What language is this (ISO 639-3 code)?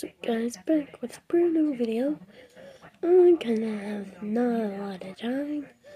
eng